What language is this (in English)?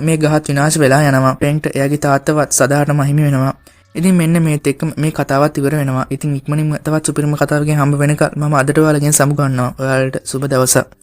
Sinhala